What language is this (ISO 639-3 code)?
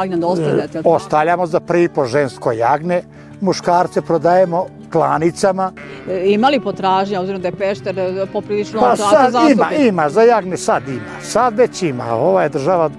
srp